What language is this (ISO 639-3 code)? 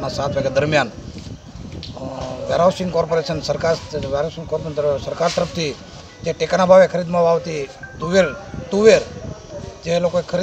guj